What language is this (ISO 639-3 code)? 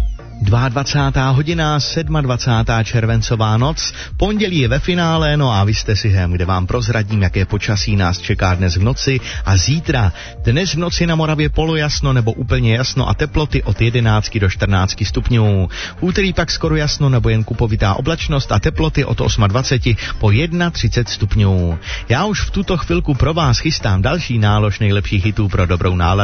ces